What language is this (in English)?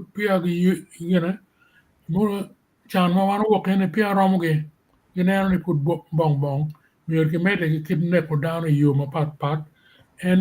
Acoli